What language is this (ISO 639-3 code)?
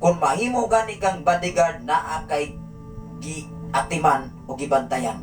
ceb